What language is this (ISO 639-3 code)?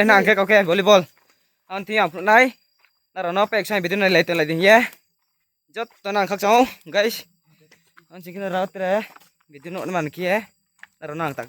ria